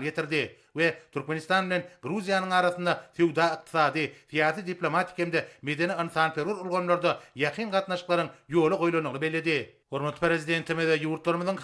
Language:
Turkmen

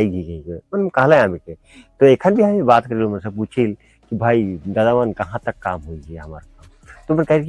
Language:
Sadri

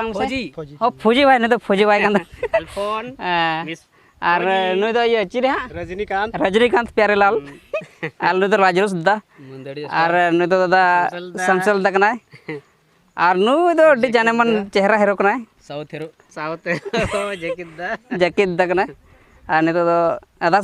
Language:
Santali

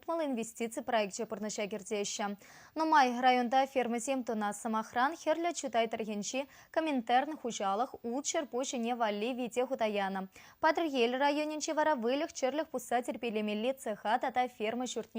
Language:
Chuvash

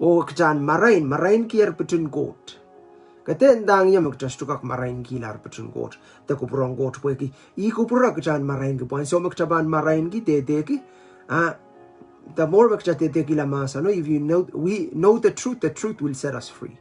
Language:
Pohnpeian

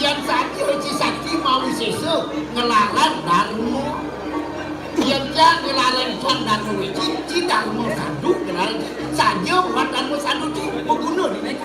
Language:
Balinese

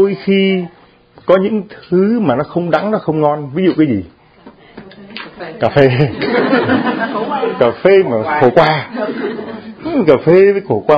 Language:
Vietnamese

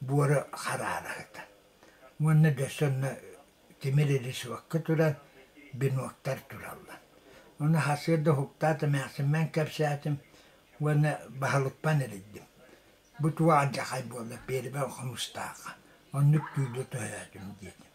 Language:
Yakut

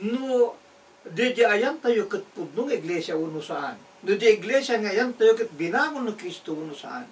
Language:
Iloko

